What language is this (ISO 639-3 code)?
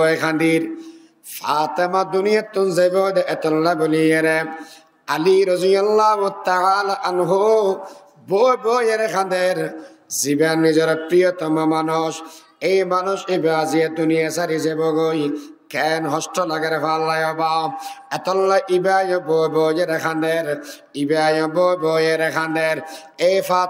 rhg